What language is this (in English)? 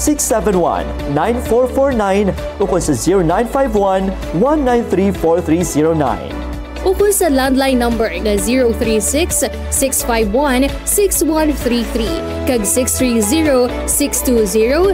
Hiligaynon